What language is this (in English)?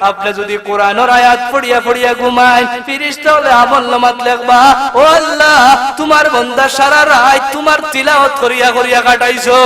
Sylheti